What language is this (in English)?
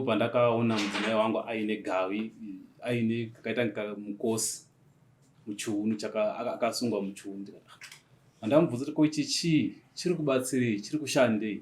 Shona